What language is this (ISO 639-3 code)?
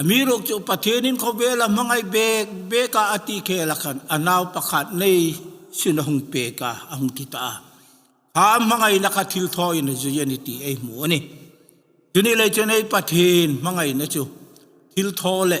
hmr